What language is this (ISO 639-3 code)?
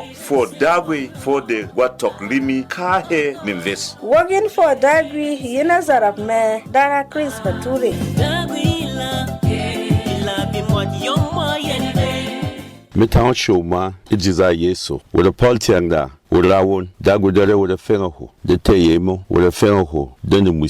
bom